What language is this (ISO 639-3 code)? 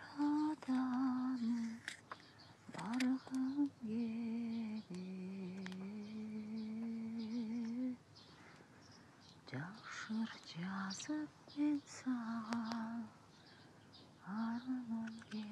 kir